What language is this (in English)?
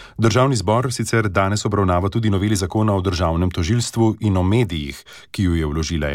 Slovenian